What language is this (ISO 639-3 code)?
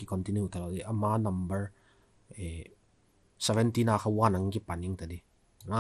vap